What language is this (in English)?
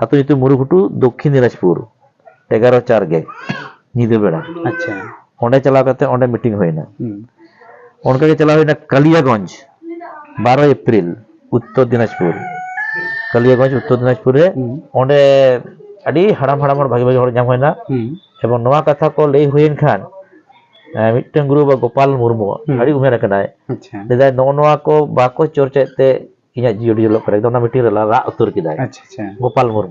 Santali